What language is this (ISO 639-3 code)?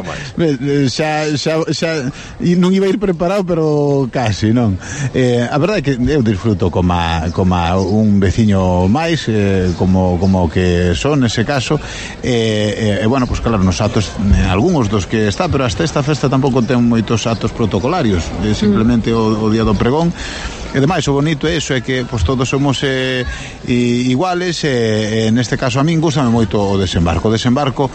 glg